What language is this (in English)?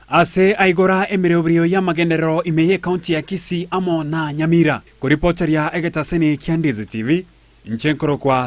Gusii